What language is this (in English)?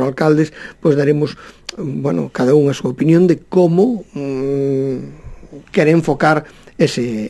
Galician